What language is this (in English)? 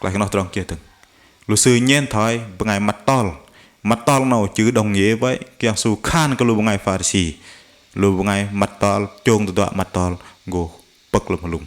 Bahnar